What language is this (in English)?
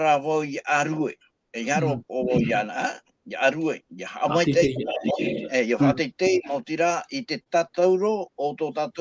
Tahitian